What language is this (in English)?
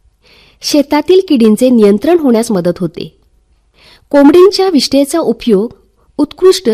Marathi